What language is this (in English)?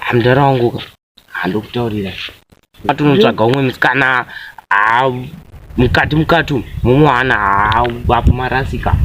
Shona